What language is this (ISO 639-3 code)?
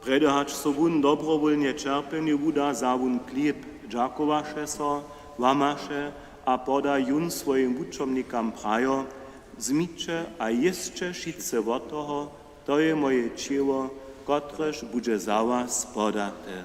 hsb